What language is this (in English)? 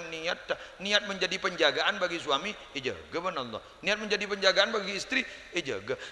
Madurese